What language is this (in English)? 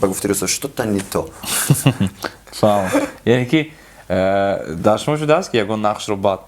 Tajik